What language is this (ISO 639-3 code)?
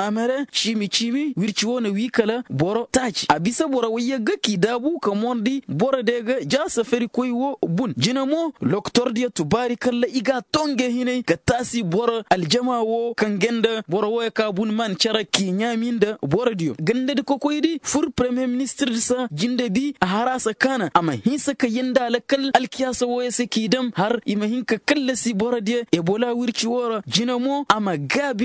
ses